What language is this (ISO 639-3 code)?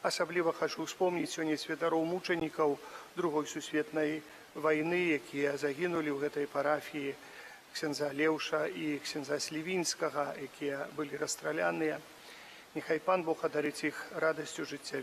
bel